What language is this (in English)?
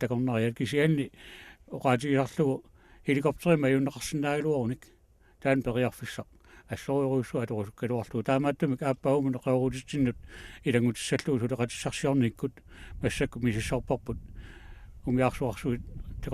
Kalaallisut